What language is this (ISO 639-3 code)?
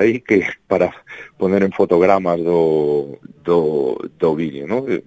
glg